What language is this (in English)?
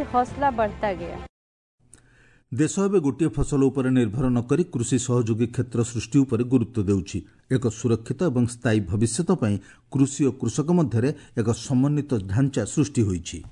Odia